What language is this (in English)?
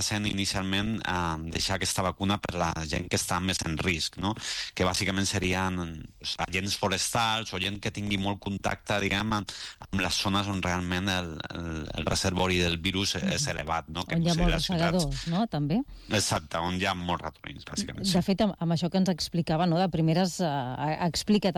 Catalan